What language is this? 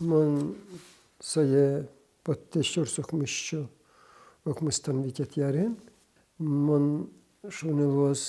Udmurt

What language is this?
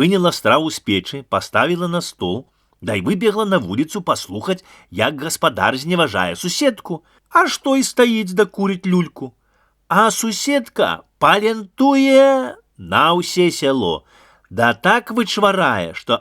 Belarusian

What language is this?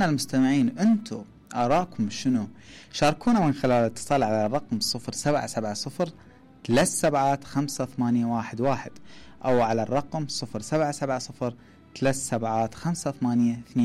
Mesopotamian Arabic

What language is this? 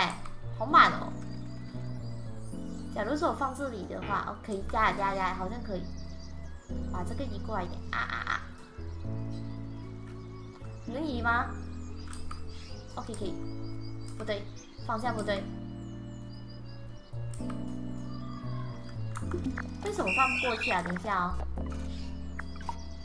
Chinese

